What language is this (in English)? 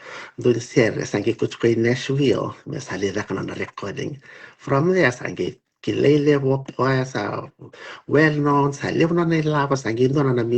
Fijian